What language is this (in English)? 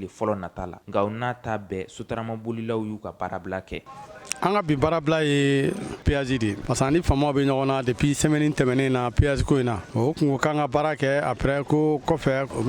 Bambara